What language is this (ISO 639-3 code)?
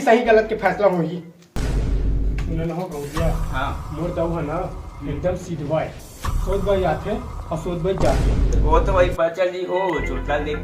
hne